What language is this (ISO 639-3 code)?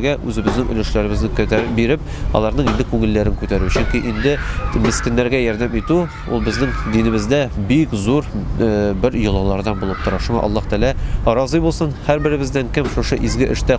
tat